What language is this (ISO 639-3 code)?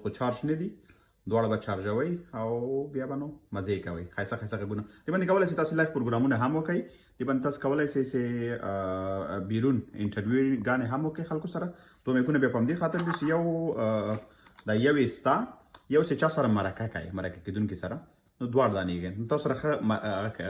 pus